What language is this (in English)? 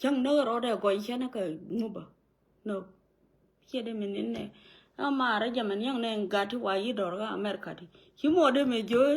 Nuer